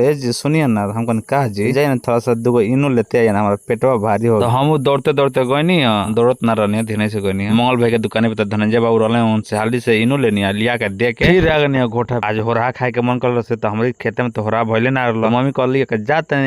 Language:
Bhojpuri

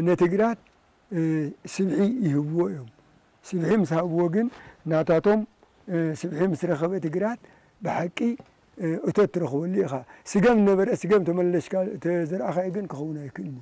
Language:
Tigrinya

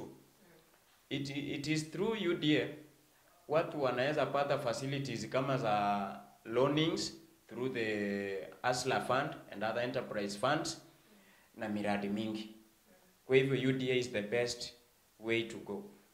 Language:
Swahili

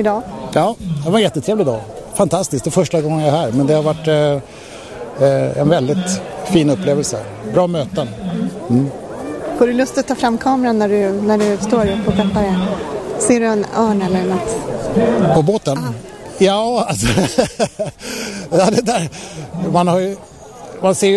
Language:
Swedish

